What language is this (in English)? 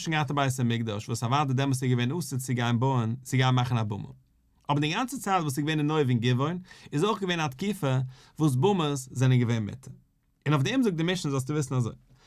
Yiddish